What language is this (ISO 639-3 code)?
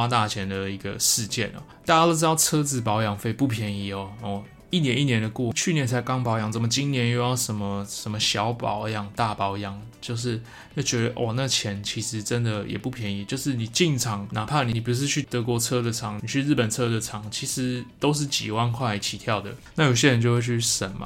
zho